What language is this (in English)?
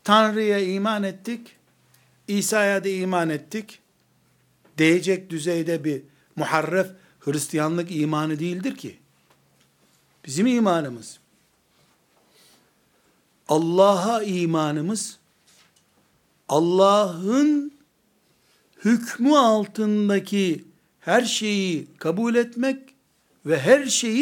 Turkish